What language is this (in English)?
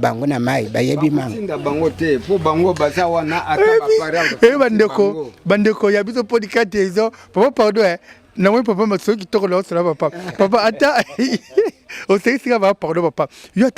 Lingala